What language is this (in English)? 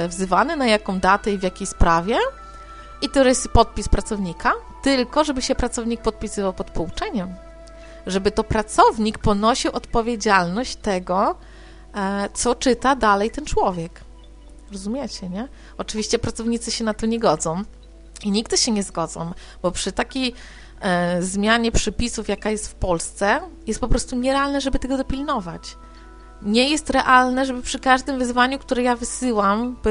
Polish